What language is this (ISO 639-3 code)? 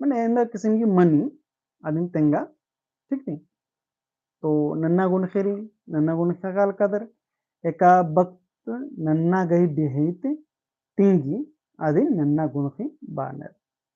kru